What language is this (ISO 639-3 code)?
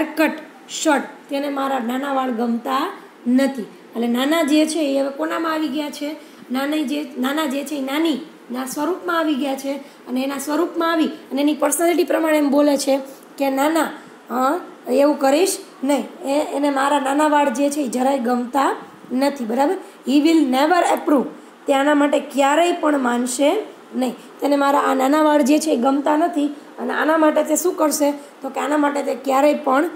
guj